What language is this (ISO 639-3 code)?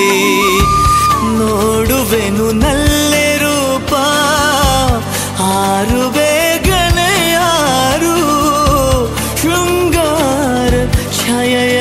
kan